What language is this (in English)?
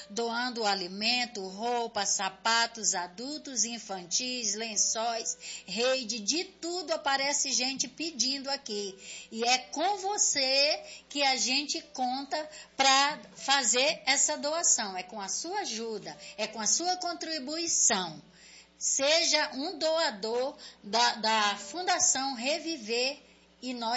Portuguese